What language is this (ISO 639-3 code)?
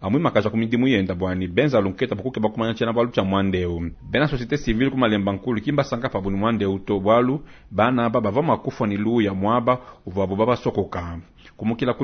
lua